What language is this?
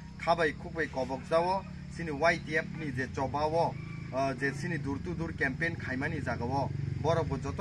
Kok Borok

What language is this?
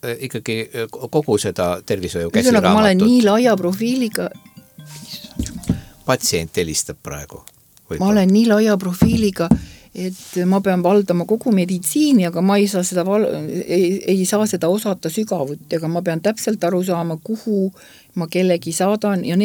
Estonian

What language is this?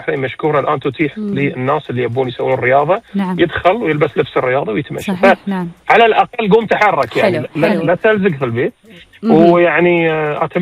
Gulf Arabic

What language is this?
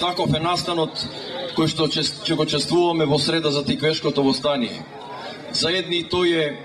Macedonian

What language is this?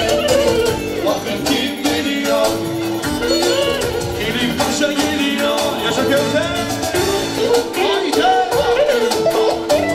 Turkish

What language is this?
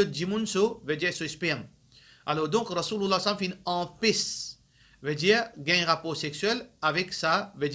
Morisyen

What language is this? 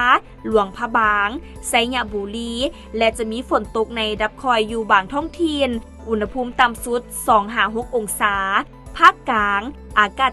Lao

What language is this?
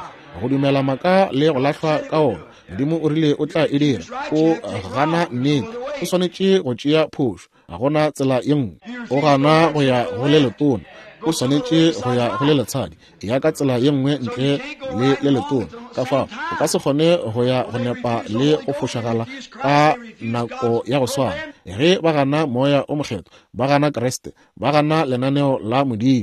Northern Sotho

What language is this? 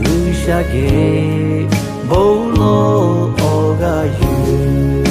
Lahu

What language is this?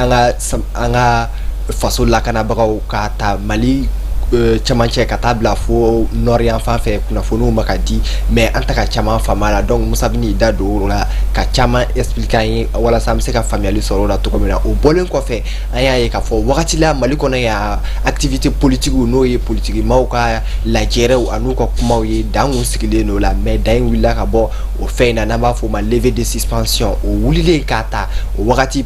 Bambara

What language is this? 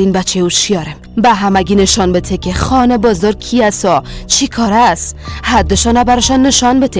Persian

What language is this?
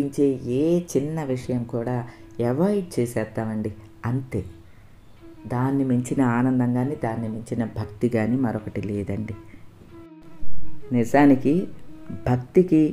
Telugu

